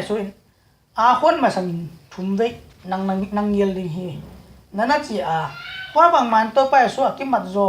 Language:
Tedim Chin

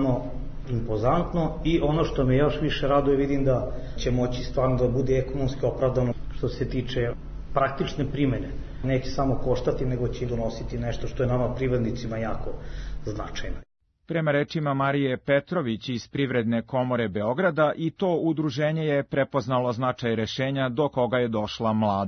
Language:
Serbian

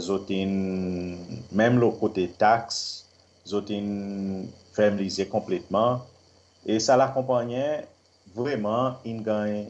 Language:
Seselwa Creole French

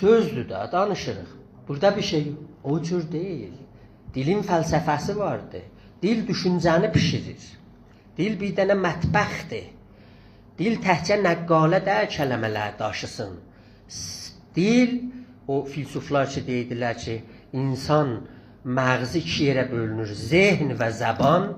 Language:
South Azerbaijani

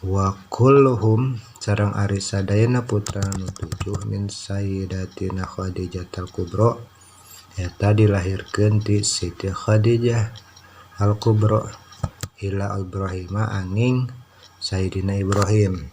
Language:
Sundanese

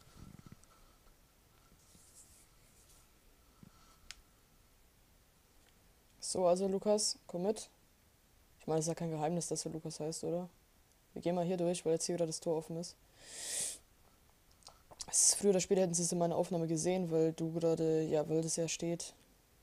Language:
German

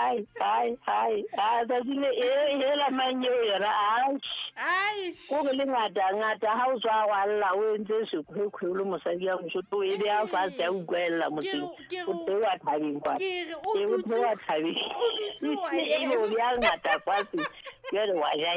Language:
Southern Sotho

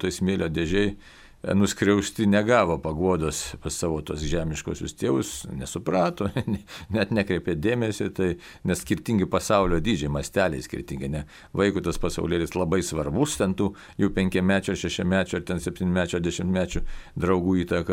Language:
Lithuanian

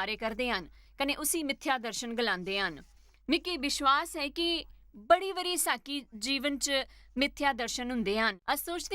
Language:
Dogri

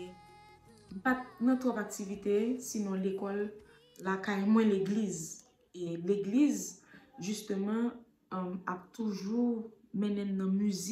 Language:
Haitian Creole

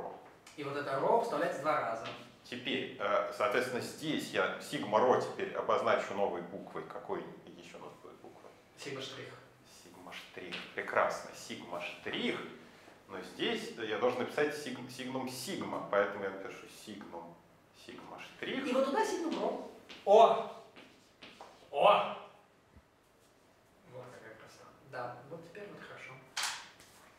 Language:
Russian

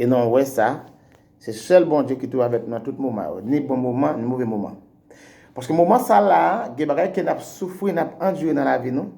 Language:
Haitian Creole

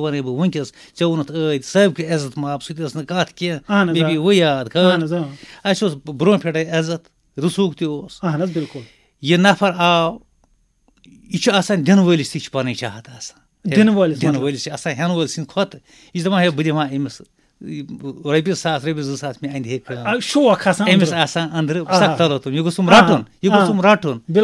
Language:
Kashmiri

